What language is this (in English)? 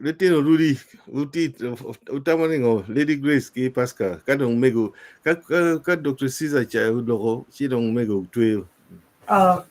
Acoli